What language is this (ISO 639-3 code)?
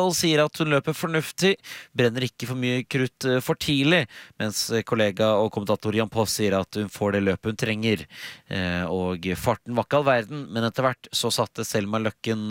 nor